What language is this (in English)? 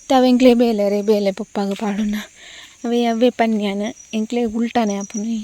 Tulu